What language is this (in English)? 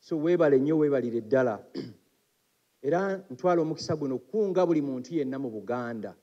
Ganda